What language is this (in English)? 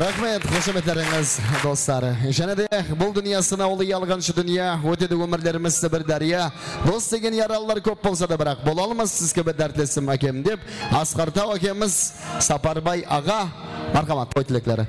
Kara-Kalpak